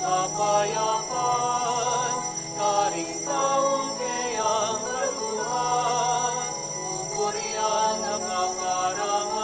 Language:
Pampanga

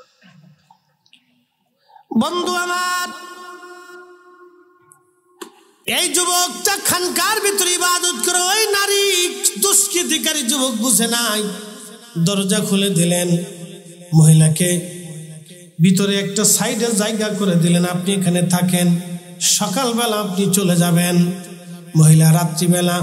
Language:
Bangla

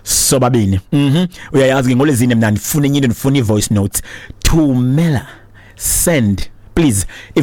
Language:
Xhosa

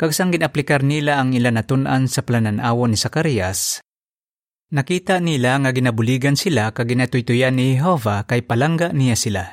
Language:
Hiligaynon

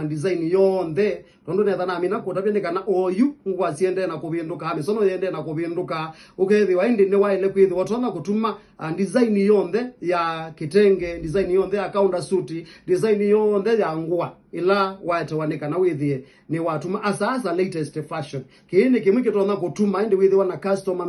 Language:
Kamba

